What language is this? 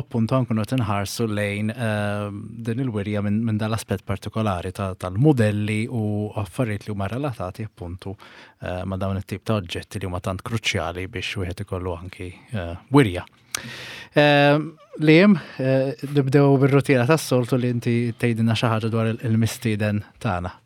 Maltese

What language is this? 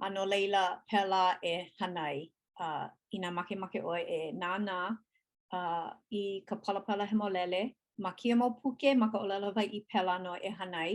Hawaiian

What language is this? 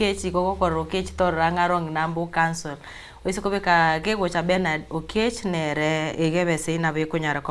Gusii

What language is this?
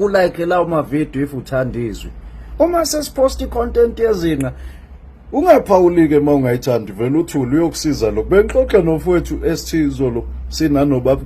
Zulu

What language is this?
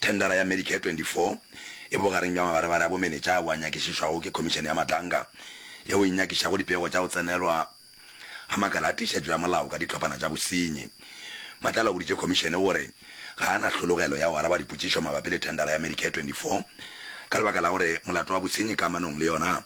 Northern Sotho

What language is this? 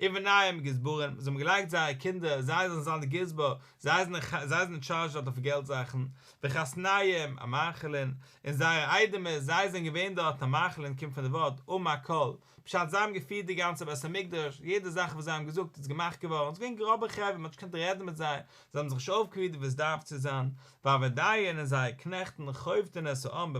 Yiddish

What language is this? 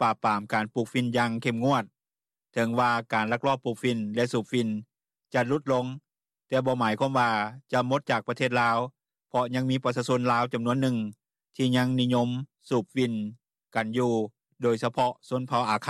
Lao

